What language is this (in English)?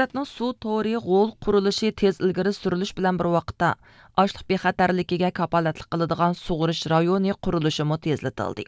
Uyghur